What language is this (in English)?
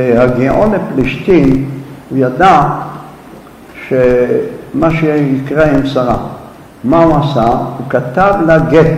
Hebrew